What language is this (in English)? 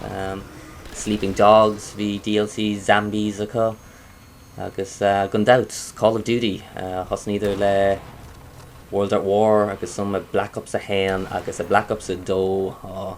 Irish